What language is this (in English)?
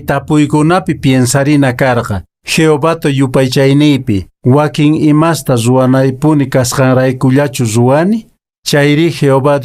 Quechua